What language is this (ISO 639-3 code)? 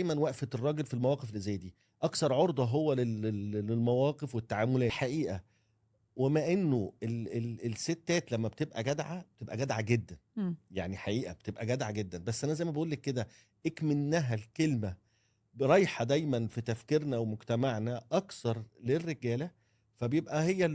arz